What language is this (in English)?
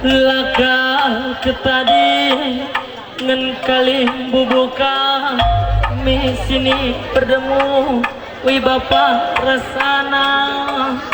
Batak Karo